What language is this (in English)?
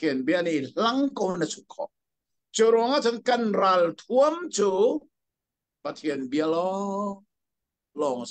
Hakha Chin